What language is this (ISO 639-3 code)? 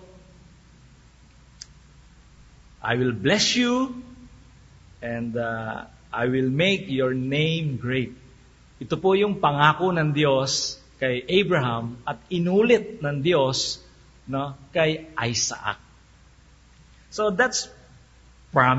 fil